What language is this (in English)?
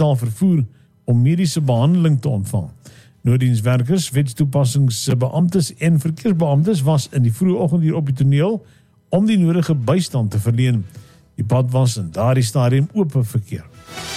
Afrikaans